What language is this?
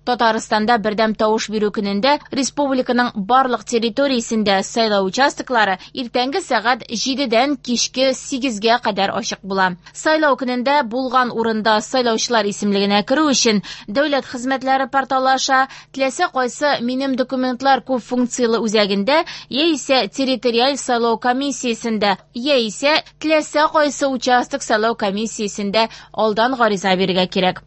Tatar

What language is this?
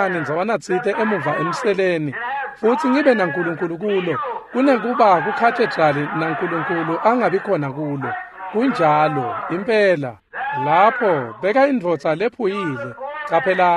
Swati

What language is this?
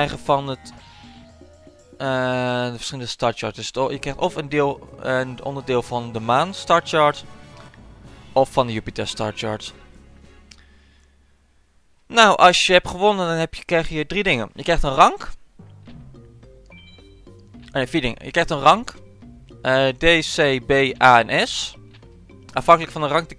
Dutch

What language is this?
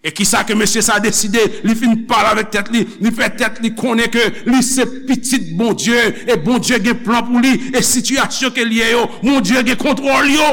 Haitian Creole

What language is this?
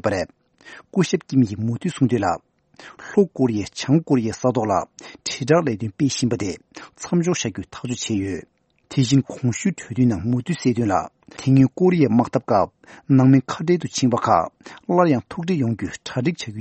Tibetan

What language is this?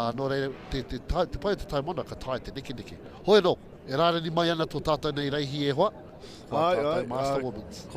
Māori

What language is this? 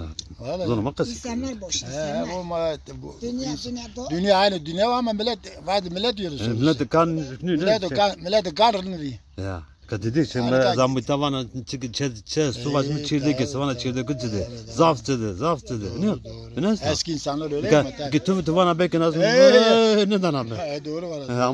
Zaza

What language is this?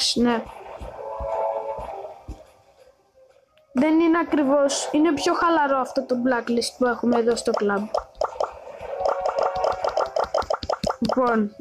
Greek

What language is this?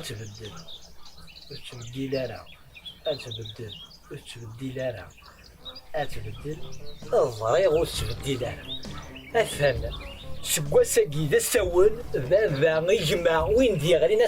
Kabyle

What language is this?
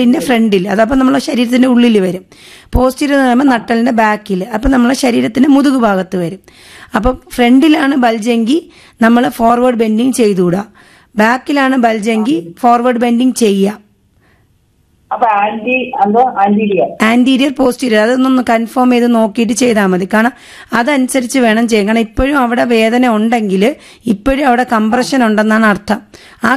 Malayalam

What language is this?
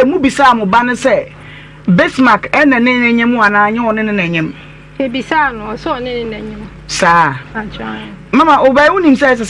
Akan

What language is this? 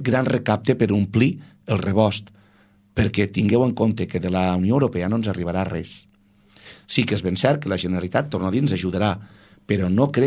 Catalan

